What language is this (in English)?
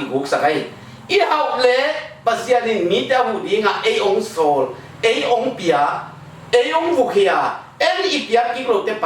Tedim Chin